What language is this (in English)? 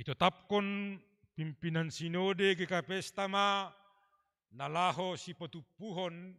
Batak Simalungun